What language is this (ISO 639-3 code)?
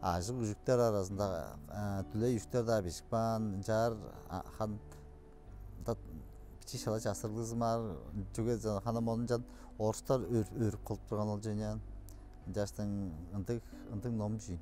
tyv